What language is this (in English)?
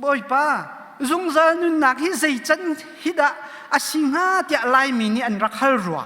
Hakha Chin